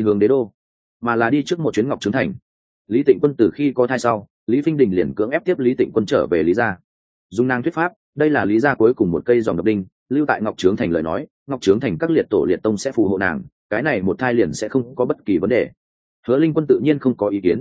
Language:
Vietnamese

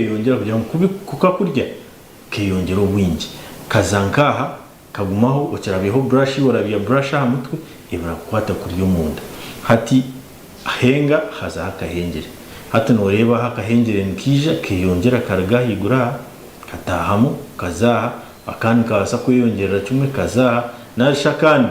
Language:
Nyankole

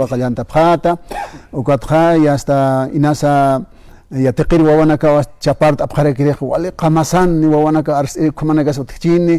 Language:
Aymara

